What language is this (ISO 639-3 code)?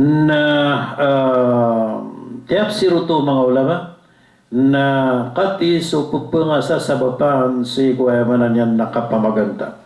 mrw